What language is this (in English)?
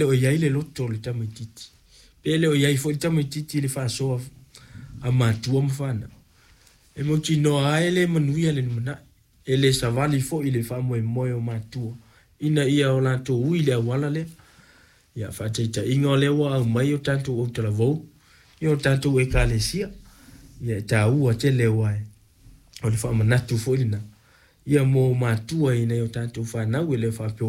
Samoan